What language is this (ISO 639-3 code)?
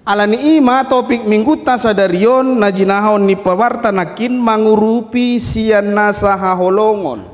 bbc